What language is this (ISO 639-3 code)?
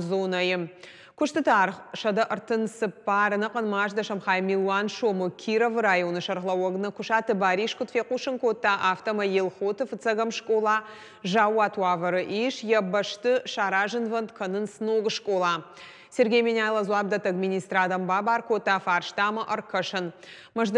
oss